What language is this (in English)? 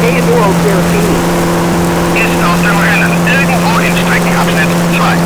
Bavarian